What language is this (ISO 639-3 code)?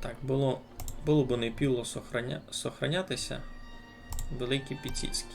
rue